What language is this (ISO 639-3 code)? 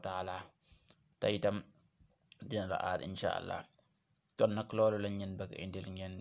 wol